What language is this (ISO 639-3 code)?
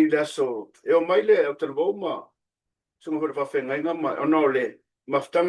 smo